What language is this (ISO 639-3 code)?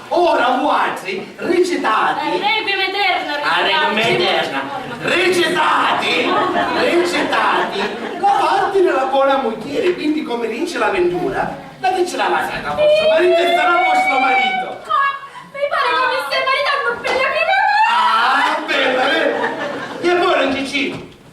scn